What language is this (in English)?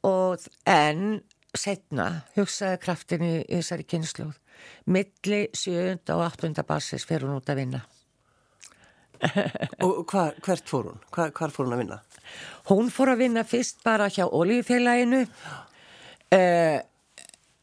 Icelandic